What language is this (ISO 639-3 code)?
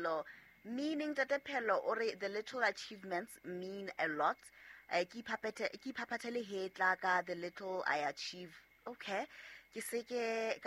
sot